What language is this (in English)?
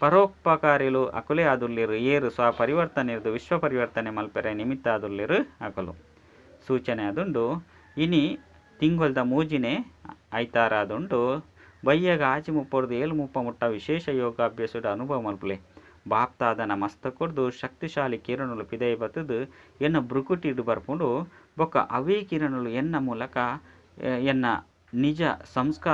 Tulu